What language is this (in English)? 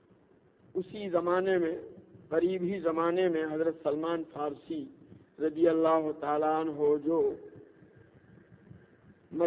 Urdu